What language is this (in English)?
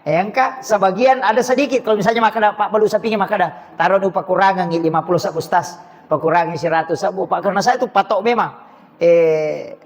Buginese